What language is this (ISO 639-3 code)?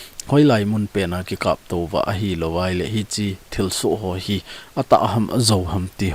tcz